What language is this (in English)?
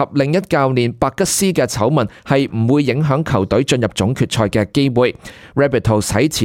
Cantonese